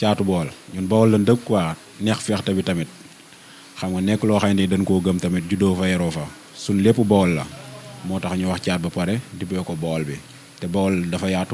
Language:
Wolof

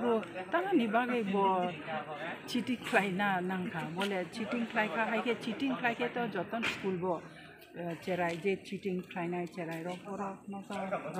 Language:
Kok Borok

